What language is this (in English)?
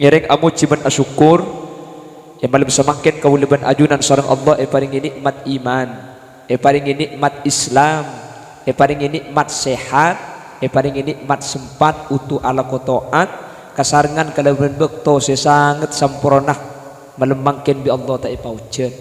Madurese